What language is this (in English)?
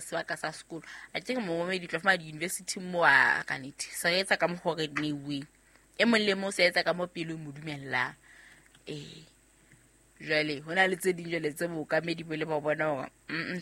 Southern Sotho